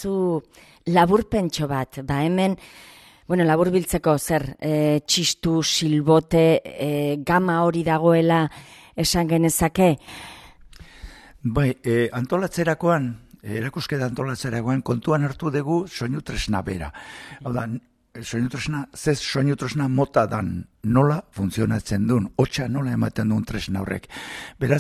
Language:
Basque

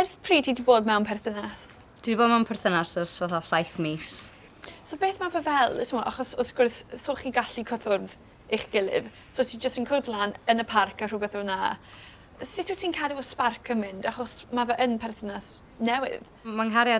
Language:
Welsh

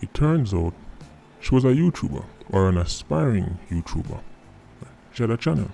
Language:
Jamaican Creole English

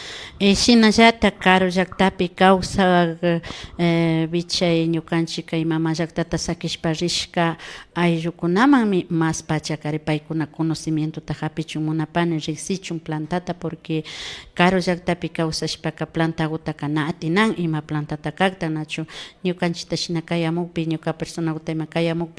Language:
Imbabura Highland Quichua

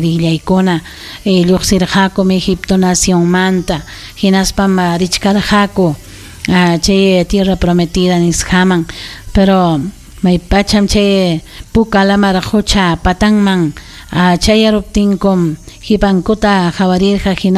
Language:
Ayacucho Quechua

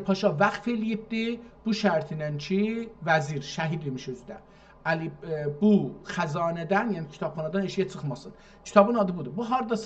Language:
South Azerbaijani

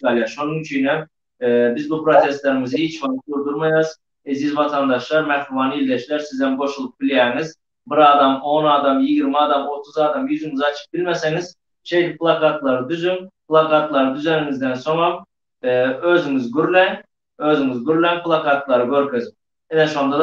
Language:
Turkmen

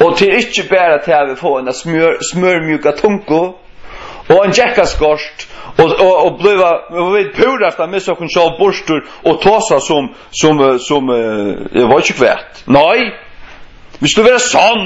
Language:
Faroese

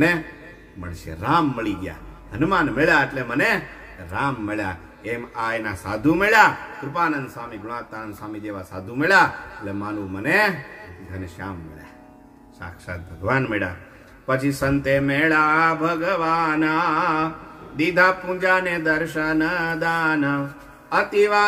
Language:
Gujarati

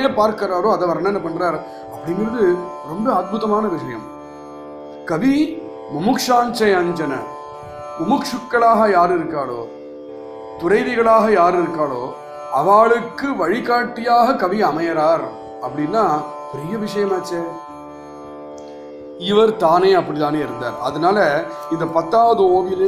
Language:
Tamil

